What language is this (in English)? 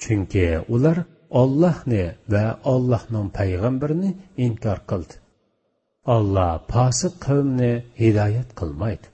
Uyghur